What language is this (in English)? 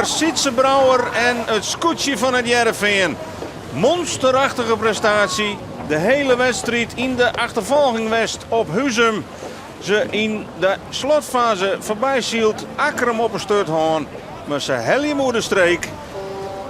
Western Frisian